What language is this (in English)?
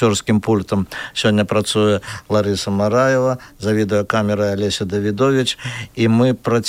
Belarusian